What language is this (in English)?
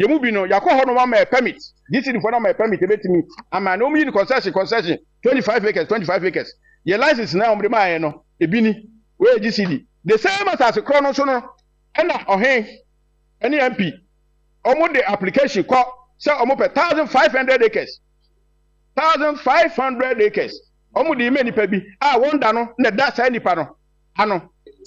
Akan